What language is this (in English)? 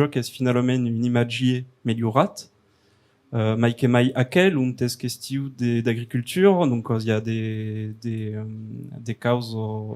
Occitan